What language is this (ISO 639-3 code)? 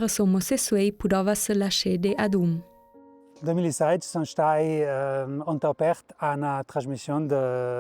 lld